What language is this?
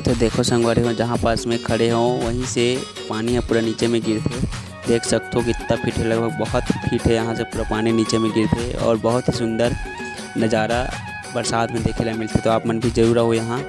Chhattisgarhi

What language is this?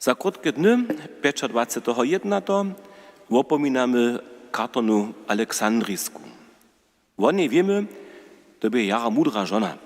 Upper Sorbian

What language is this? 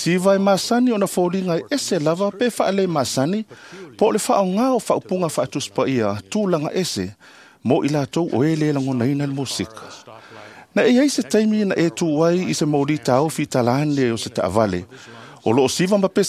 Samoan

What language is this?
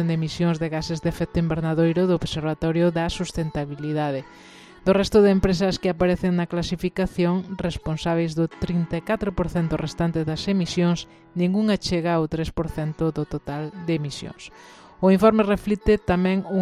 Galician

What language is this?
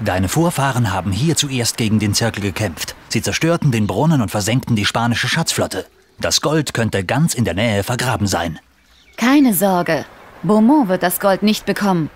Bavarian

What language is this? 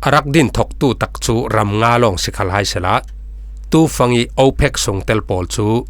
Falam Chin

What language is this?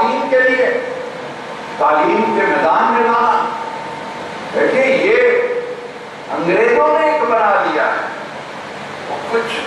Urdu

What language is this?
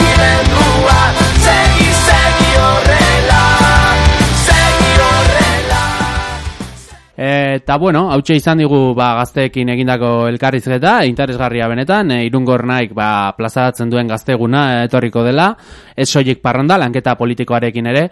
Basque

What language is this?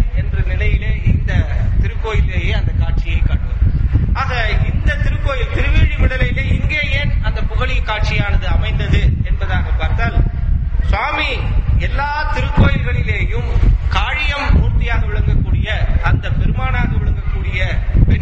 Tamil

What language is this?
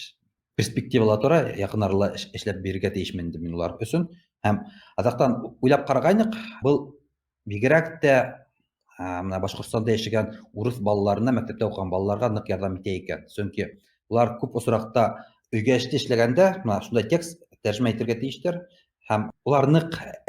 Bashkir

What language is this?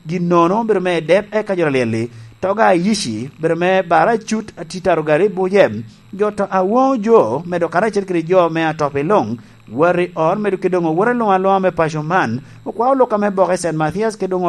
Lango (Uganda)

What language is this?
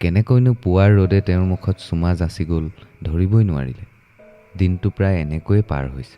Assamese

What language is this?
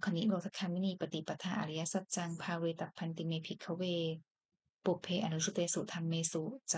Pali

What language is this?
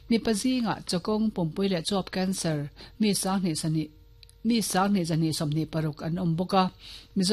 Mizo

